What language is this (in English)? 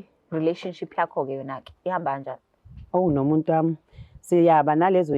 Zulu